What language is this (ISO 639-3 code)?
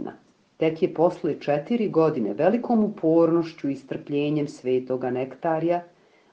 srp